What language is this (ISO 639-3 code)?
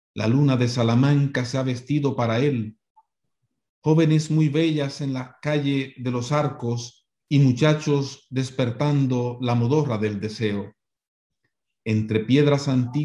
spa